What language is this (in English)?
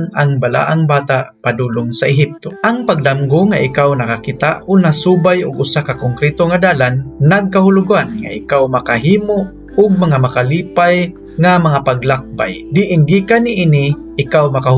Cebuano